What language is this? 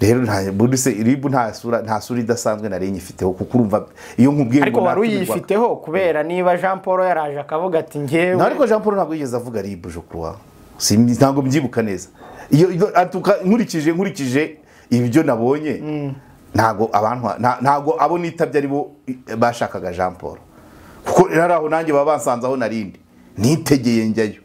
Kinyarwanda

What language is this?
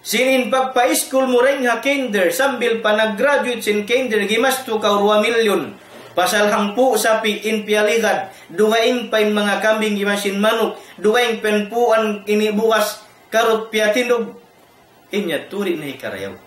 Tausug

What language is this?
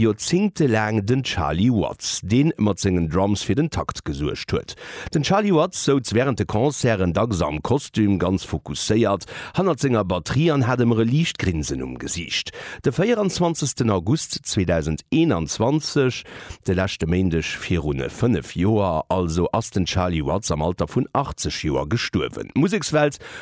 Luxembourgish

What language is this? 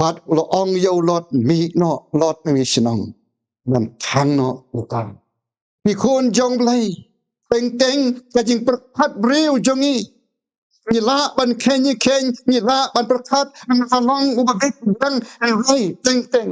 Khasi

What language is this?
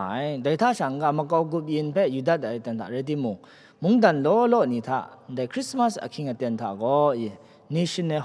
Kachin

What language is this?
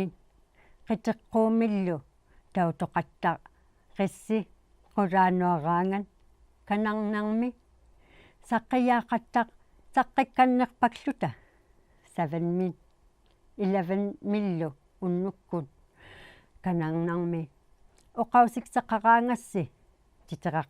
Inuktitut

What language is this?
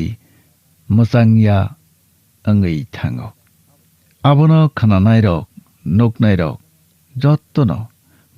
Kok Borok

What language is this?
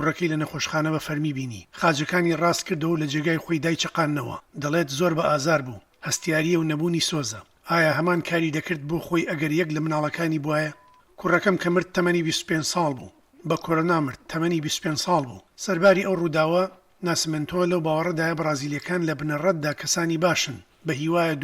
Central Kurdish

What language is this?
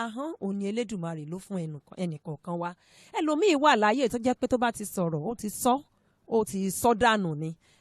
Yoruba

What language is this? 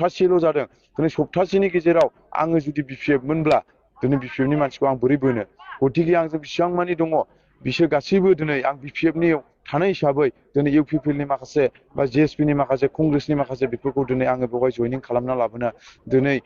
Bodo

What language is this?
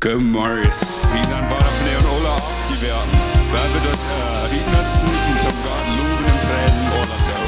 Plautdietsch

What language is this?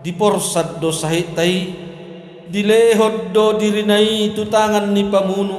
Batak Toba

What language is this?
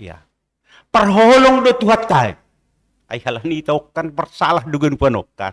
Batak Simalungun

